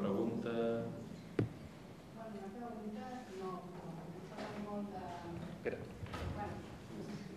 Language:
Catalan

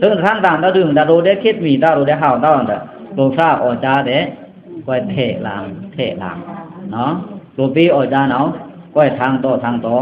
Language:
Pa'o Karen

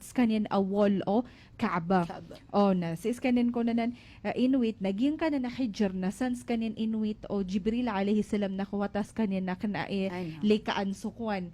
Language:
Maranao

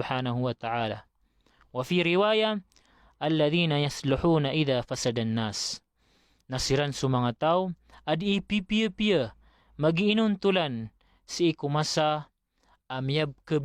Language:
Maranao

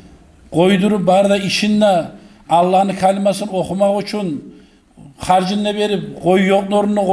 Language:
Kumyk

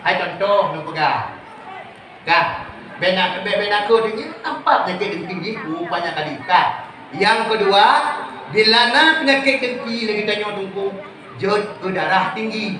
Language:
Achinese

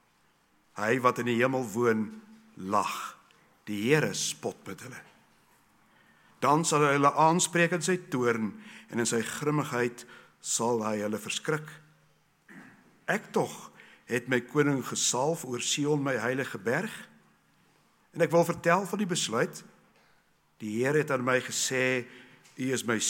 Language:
Afrikaans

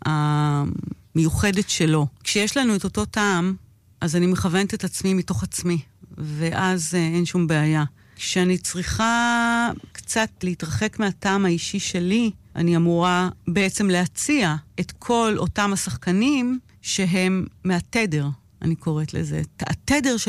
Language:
Hebrew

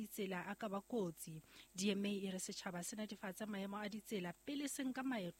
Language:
Southern Sotho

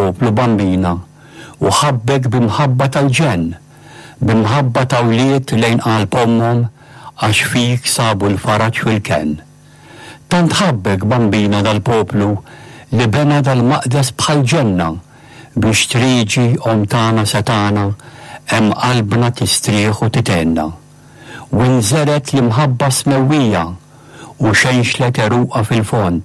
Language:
Maltese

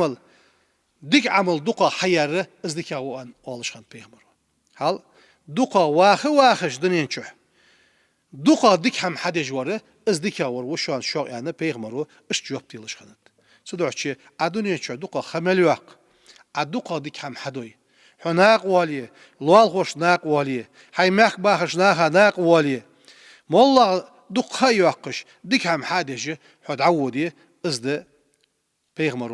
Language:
Ingush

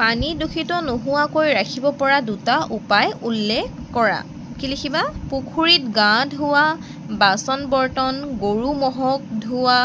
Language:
Assamese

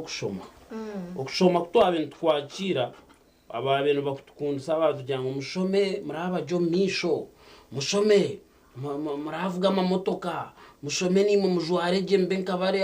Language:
Nyankole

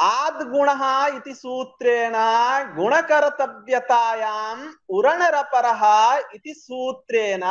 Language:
Sanskrit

